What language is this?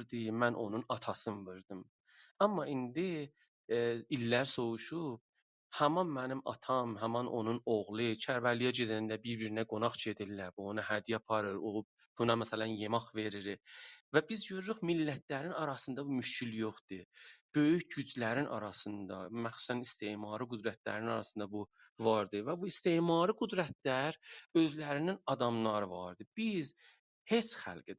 South Azerbaijani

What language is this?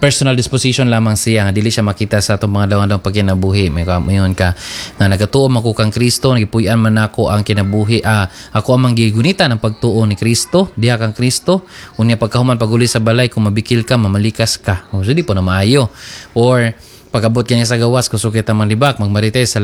Cebuano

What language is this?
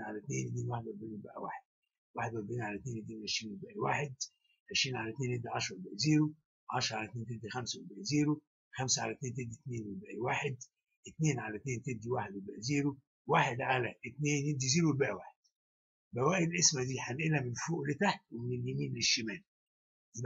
Egyptian Arabic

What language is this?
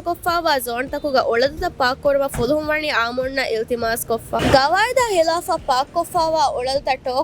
Divehi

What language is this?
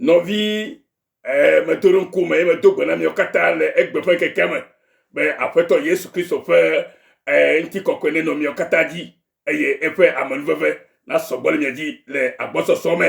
Ewe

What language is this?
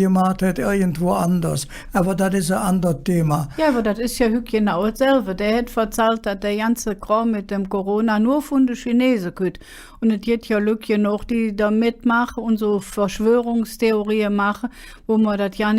Colognian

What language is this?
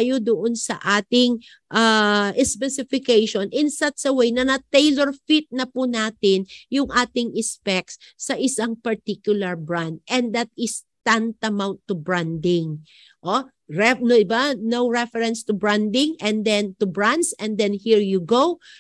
Filipino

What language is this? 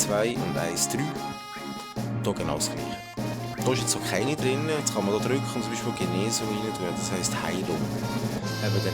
Swiss German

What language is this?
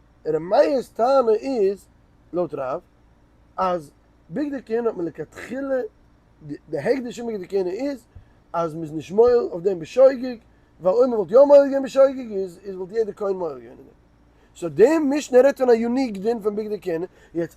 Yiddish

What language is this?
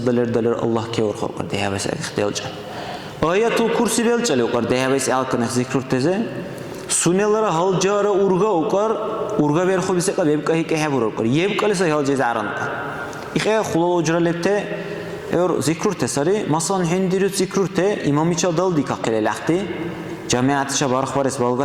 Dargwa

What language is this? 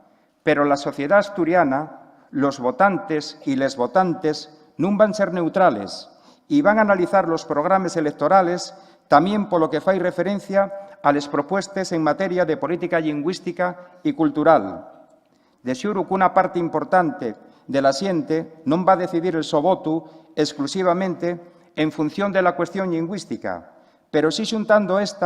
Asturian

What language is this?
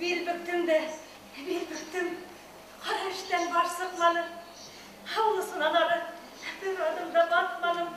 Bashkir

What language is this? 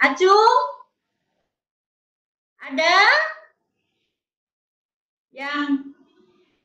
Indonesian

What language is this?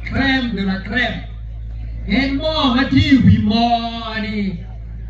Acoli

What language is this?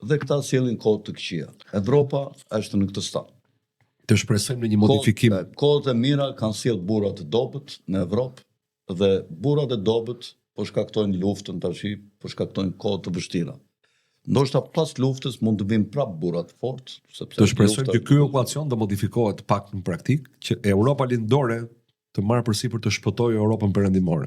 Albanian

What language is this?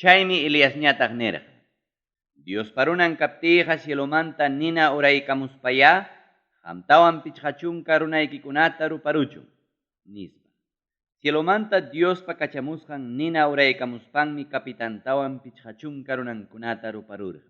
Ayacucho Quechua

